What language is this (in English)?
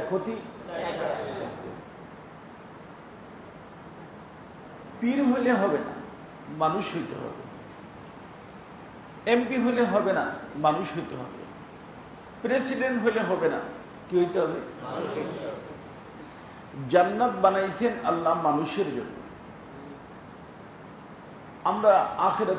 Bangla